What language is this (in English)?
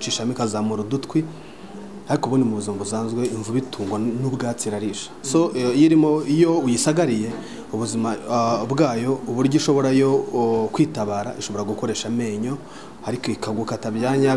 Kinyarwanda